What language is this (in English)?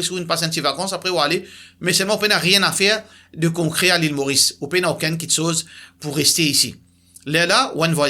Morisyen